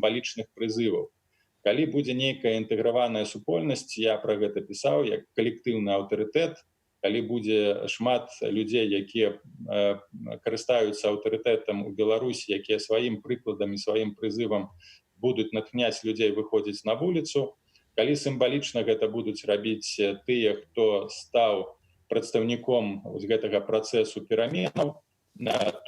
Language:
Belarusian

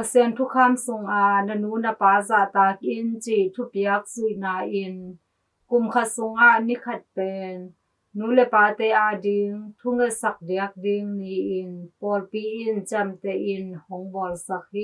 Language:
Tedim Chin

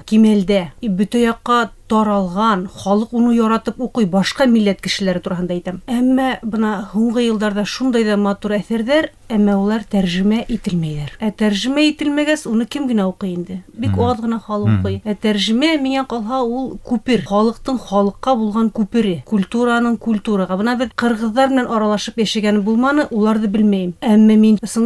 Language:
Bashkir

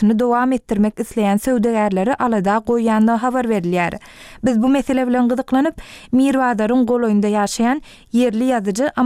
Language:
Turkmen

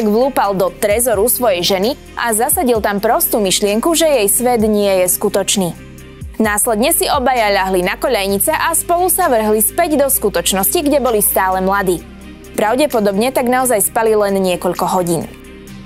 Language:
Slovak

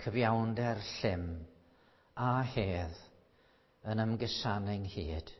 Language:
Welsh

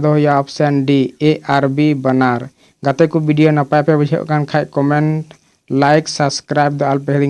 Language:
Santali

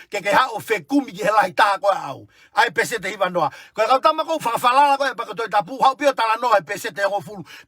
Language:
Tongan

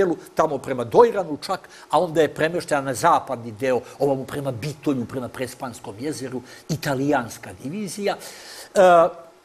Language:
Serbian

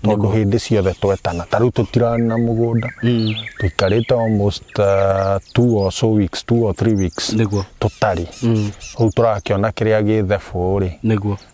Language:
Kikuyu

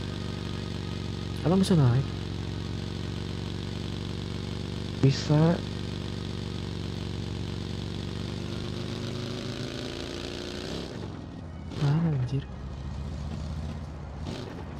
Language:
Indonesian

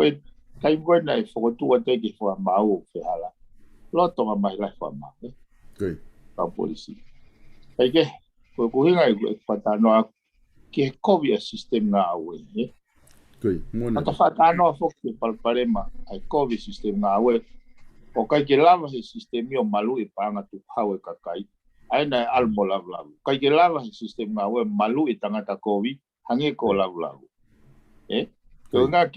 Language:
Tongan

